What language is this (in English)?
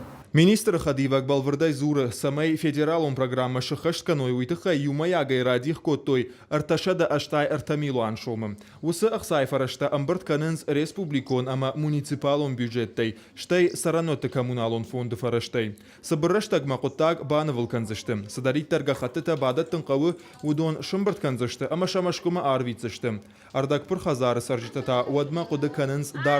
Ossetic